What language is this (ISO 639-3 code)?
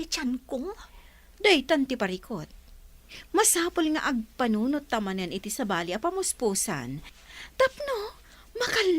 ilo